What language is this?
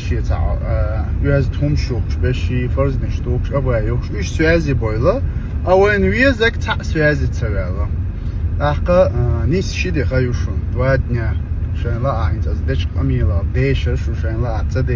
Chechen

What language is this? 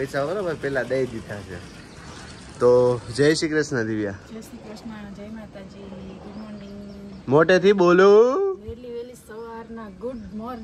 Gujarati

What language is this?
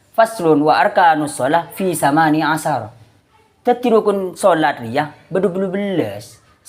Madurese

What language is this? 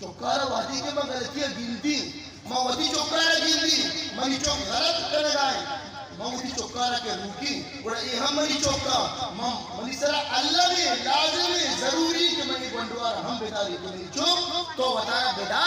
Eastern Balochi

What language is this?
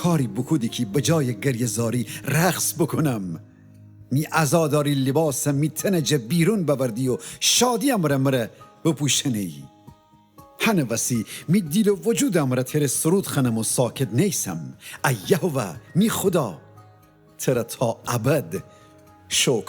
Gilaki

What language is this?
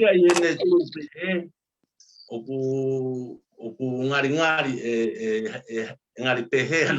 Tongan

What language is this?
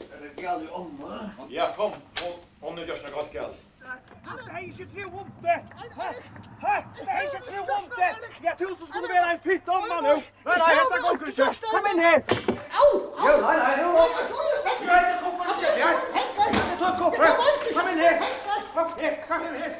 Faroese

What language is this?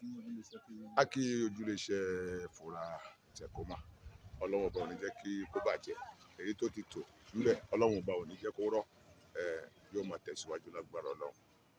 Yoruba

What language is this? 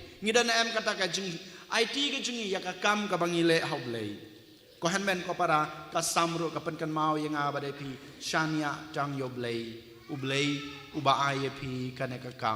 Khasi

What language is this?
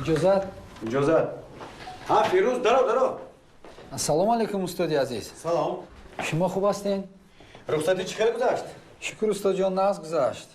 Tajik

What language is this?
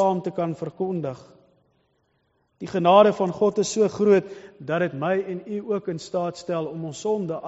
Afrikaans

